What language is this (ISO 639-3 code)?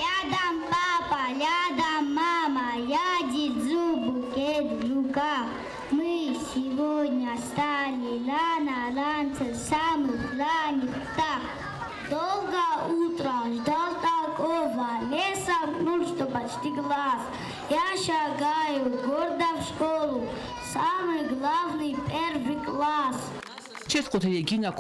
oss